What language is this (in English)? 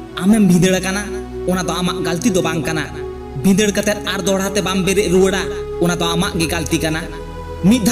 Santali